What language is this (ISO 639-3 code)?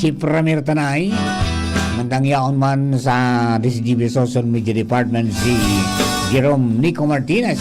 bik